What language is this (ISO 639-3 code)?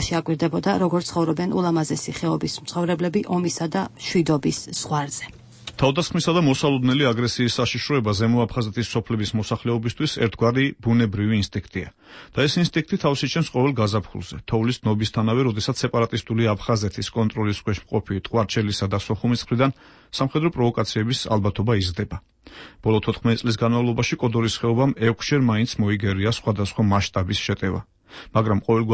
kat